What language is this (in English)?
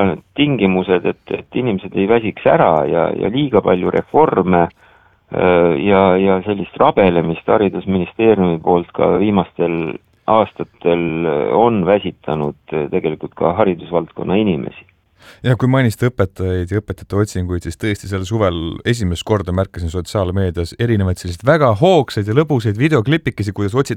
Estonian